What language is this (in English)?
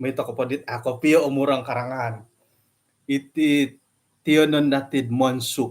Central Dusun